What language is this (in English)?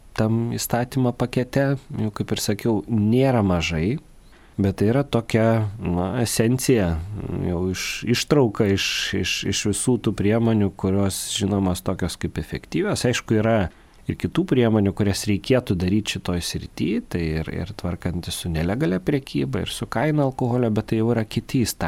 Lithuanian